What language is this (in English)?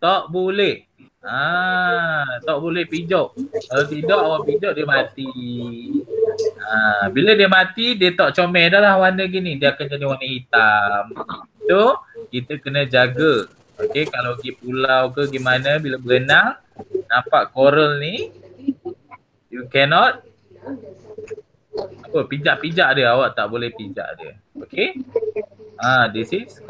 Malay